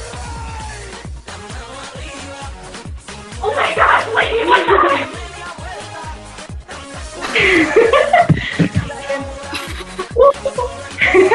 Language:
English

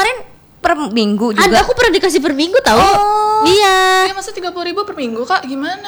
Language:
Indonesian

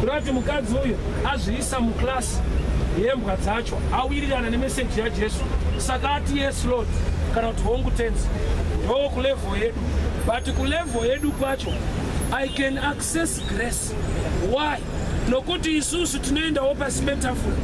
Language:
Shona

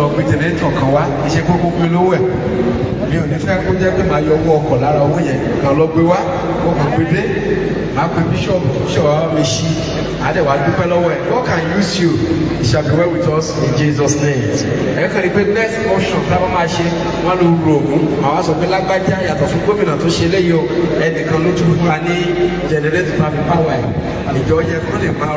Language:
Yoruba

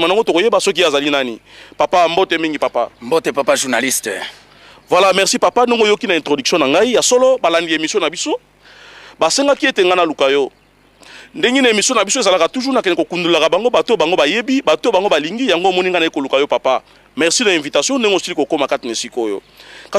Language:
Lingala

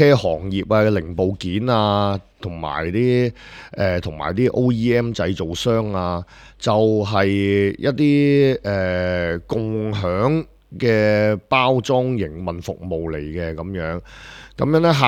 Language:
Cantonese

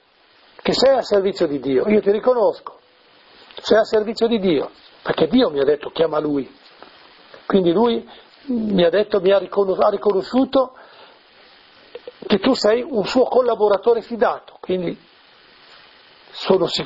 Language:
Italian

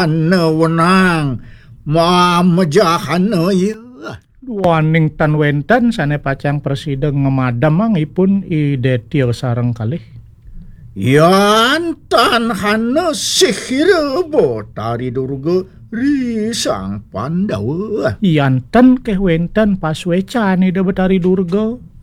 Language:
Balinese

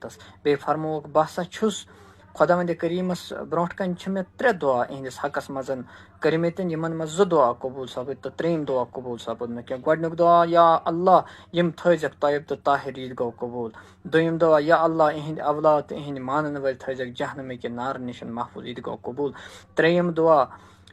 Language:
Kashmiri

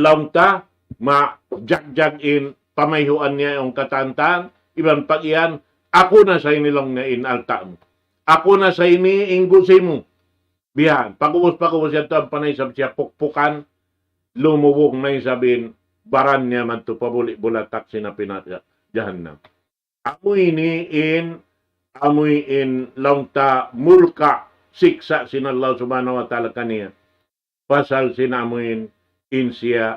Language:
Tausug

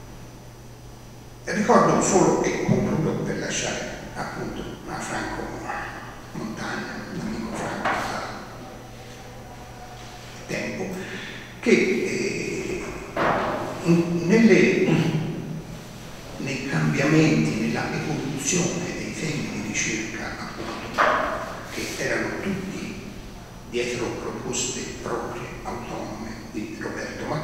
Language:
Italian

